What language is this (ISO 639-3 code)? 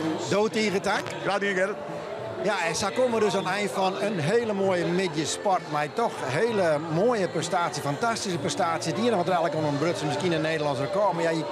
fry